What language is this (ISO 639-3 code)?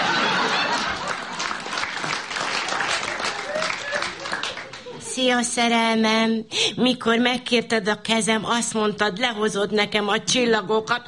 hun